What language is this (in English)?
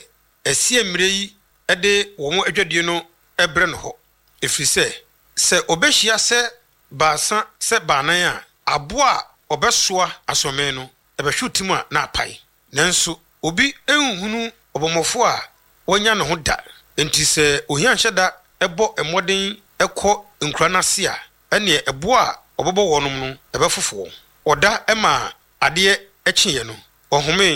Akan